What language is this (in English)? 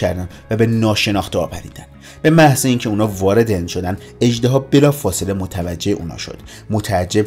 Persian